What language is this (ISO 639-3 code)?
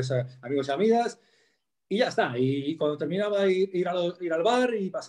spa